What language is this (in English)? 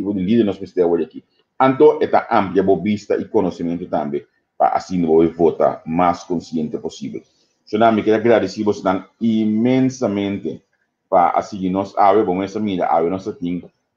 Papiamento